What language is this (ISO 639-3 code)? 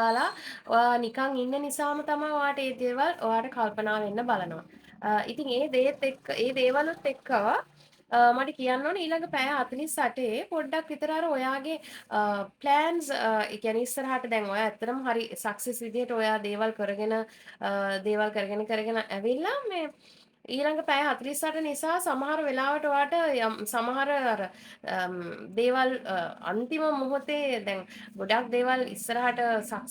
sin